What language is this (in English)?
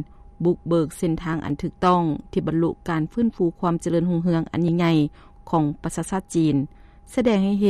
Lao